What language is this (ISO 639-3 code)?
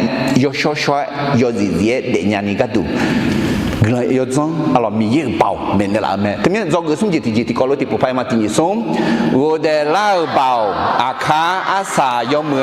ahk